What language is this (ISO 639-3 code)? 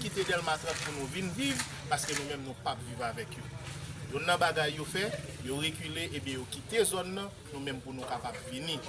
hat